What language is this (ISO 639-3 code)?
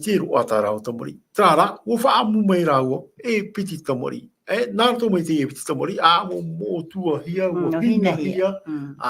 tah